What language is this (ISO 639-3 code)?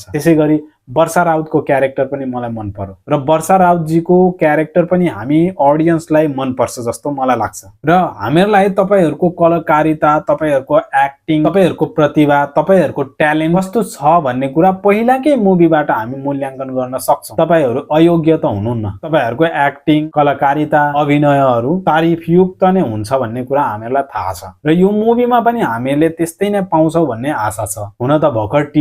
nep